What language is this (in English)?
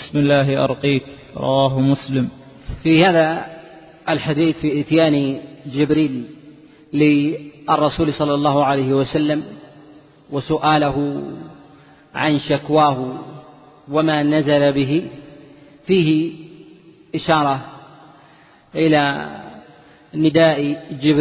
Arabic